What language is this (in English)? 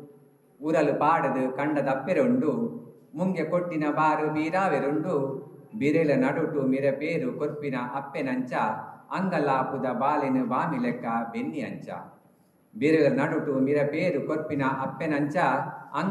Tulu